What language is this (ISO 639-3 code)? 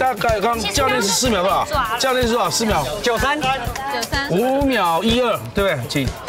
zho